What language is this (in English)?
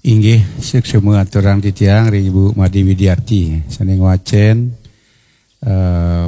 Balinese